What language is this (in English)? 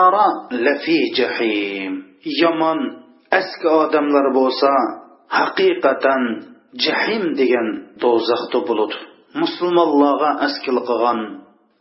Uyghur